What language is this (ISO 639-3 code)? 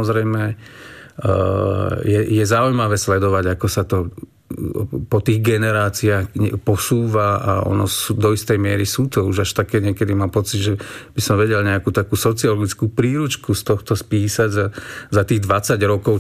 slk